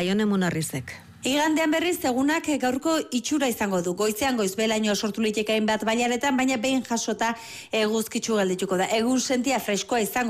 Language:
Basque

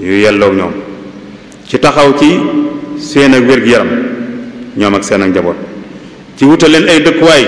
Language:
Wolof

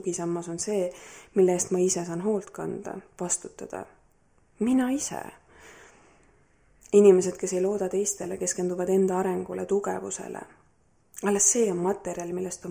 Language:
Estonian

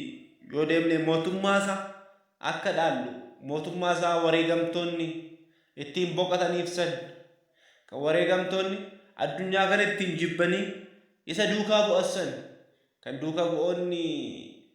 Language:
Oromo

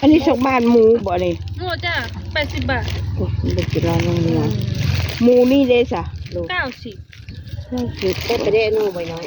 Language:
Northeastern Thai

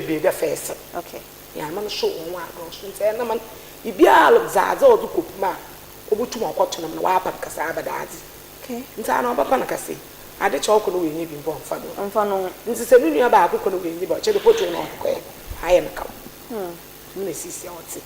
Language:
Akan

